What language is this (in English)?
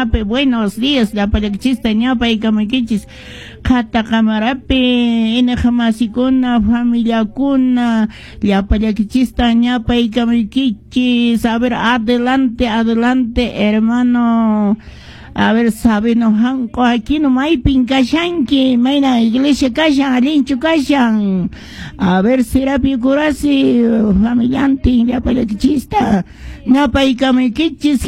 Quechua